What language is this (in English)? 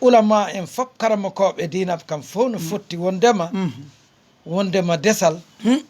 Fula